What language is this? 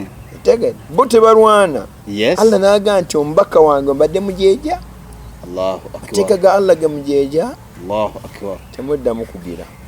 Ganda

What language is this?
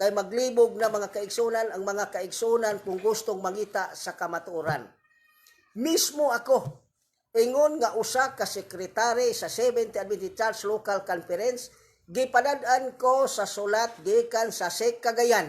Cebuano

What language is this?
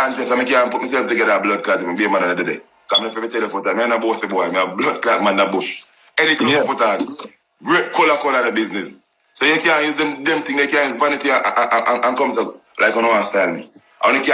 Jamaican Creole English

